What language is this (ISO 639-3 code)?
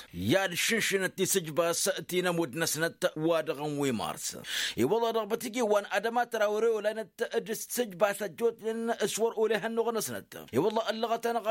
taq